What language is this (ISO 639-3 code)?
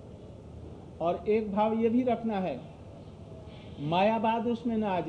hin